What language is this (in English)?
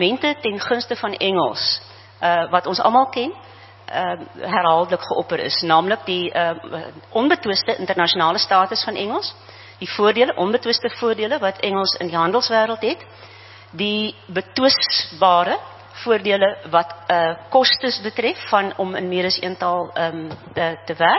Afrikaans